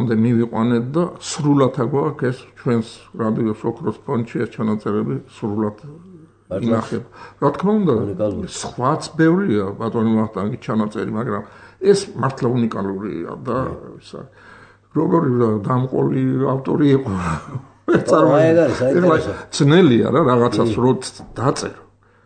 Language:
Georgian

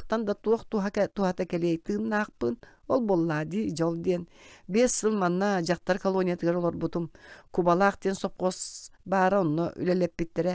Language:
Yakut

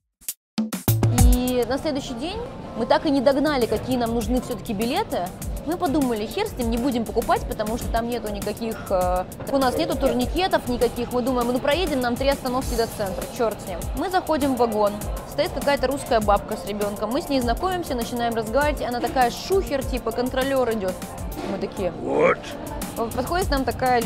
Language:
Russian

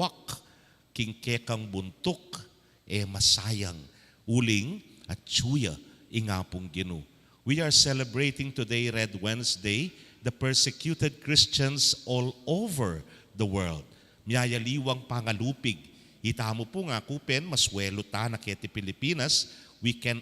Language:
Pampanga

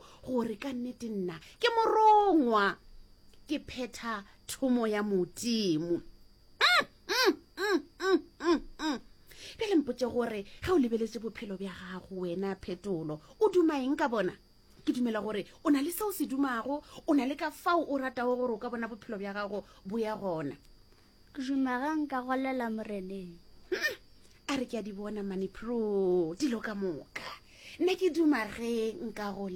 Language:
Northern Sotho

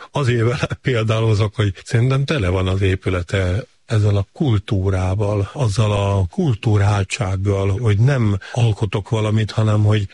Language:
Hungarian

